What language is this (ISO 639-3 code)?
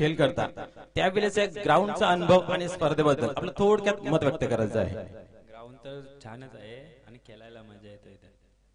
mar